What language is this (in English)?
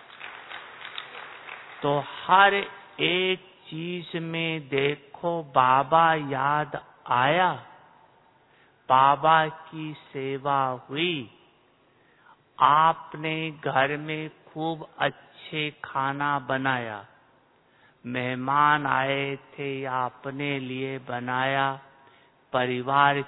Hindi